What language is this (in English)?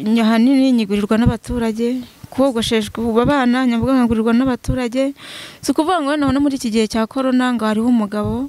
Kinyarwanda